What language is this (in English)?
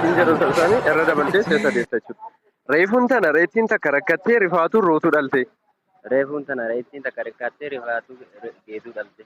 Oromo